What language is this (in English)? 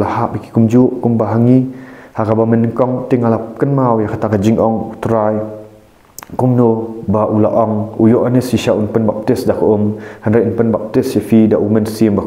Khasi